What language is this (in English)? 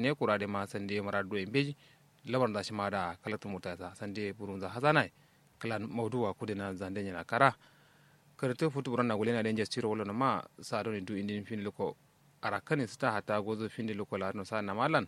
Kanuri